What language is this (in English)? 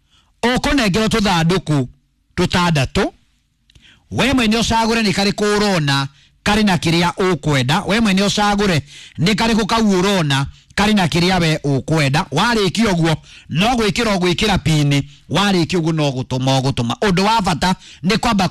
Kikuyu